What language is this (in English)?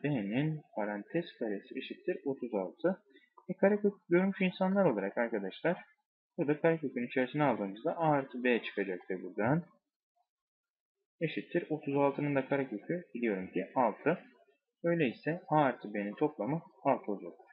Turkish